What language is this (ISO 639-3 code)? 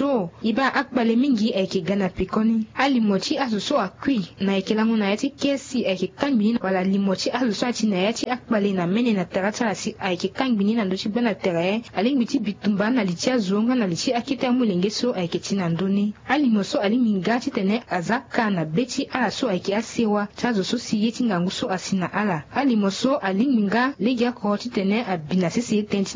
sag